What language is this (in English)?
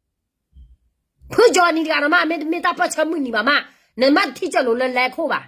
S'gaw Karen